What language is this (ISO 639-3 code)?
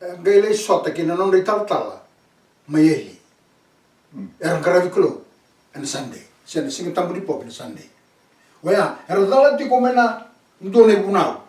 fij